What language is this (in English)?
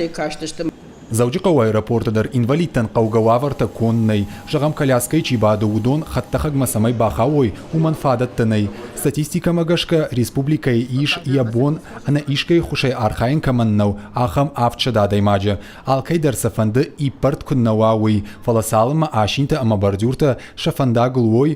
Ossetic